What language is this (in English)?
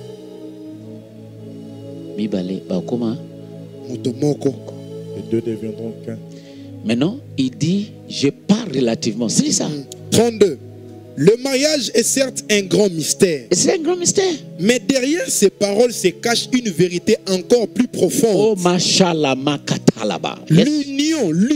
French